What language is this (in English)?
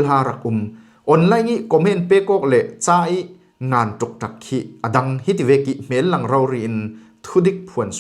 Falam Chin